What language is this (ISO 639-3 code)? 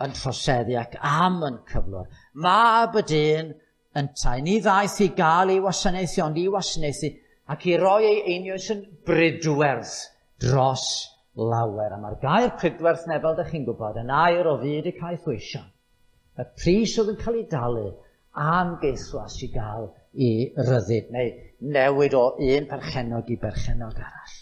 cym